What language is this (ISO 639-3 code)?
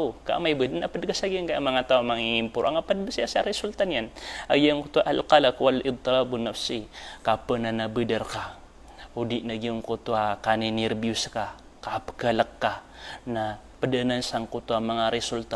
mrw